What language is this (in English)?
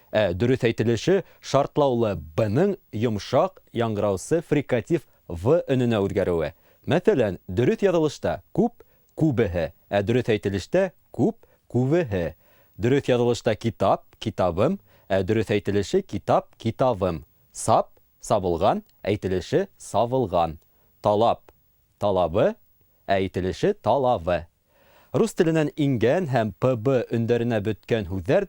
Bashkir